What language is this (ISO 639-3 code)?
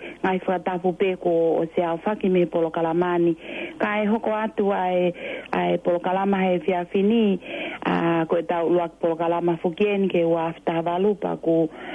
ton